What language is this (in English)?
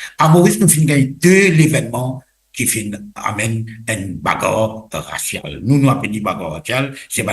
Morisyen